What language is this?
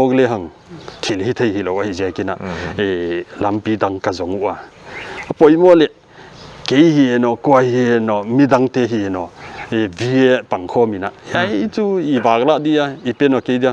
Paite Chin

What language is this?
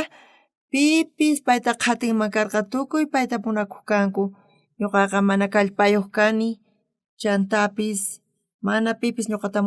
South Bolivian Quechua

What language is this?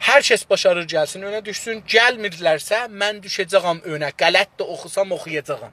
South Azerbaijani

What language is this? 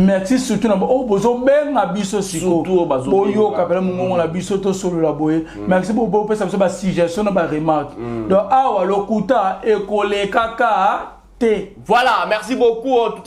Lingala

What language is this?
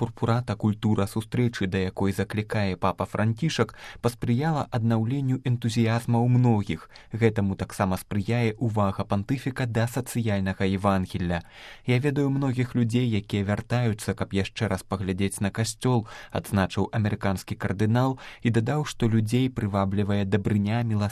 Belarusian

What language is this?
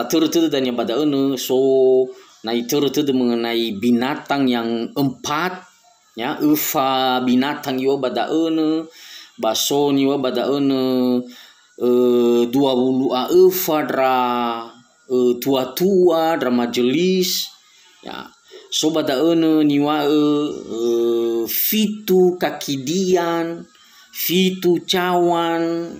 Nias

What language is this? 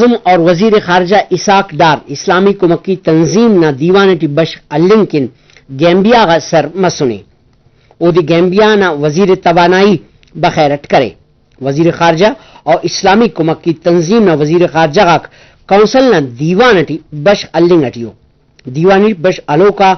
Brahui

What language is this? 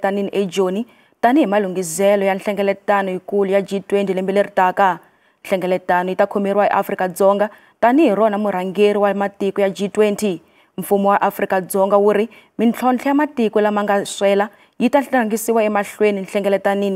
Tsonga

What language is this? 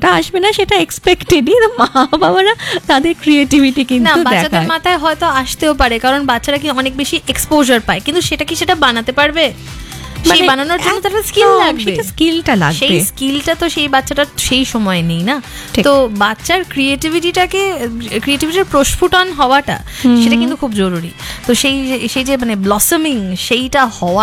Bangla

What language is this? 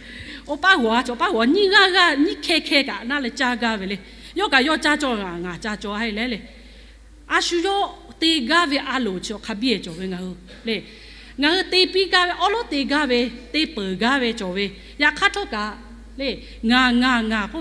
Lahu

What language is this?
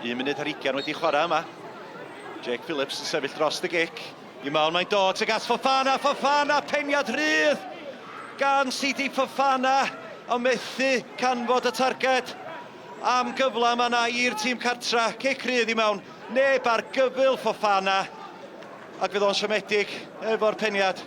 Welsh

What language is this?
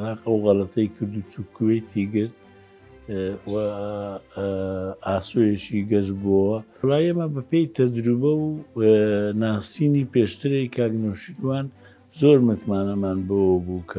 Central Kurdish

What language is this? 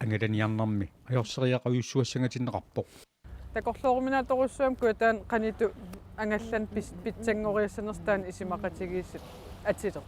Kalaallisut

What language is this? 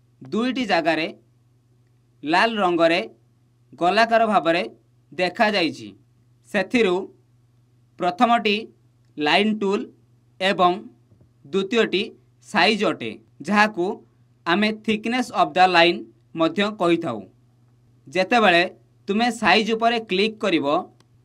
Odia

